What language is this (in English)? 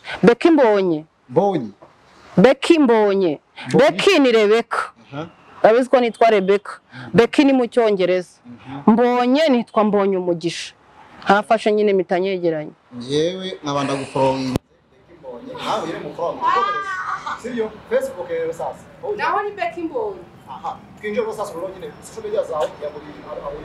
Kinyarwanda